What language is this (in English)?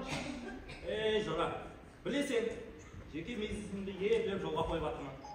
Kara-Kalpak